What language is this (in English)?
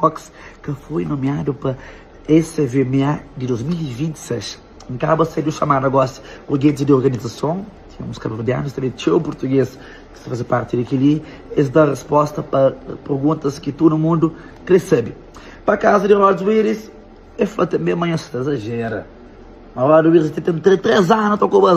Kabuverdianu